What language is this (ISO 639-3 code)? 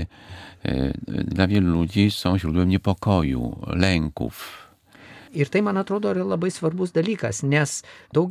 lit